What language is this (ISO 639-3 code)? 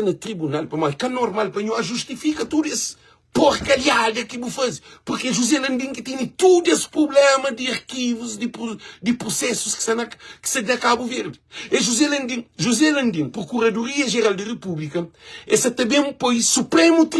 kea